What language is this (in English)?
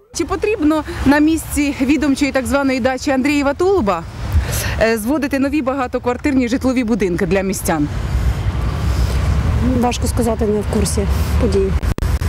Ukrainian